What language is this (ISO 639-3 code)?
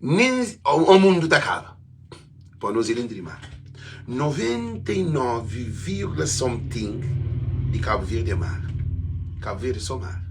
kea